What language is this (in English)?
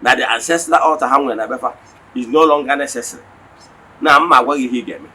Igbo